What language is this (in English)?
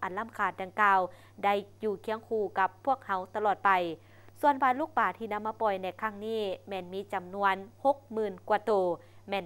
Lao